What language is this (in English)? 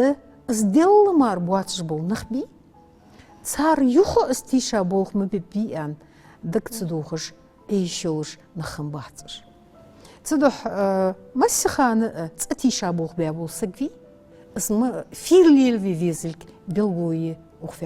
Ingush